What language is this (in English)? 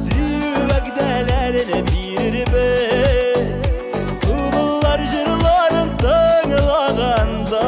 Bashkir